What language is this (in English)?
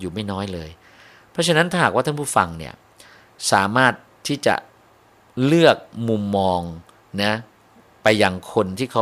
Thai